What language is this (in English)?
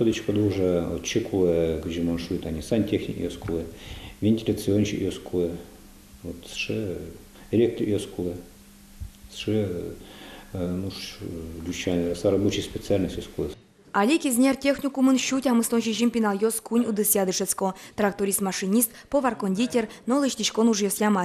Udmurt